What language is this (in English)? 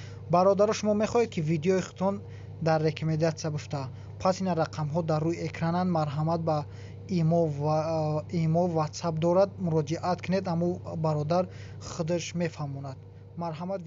Tajik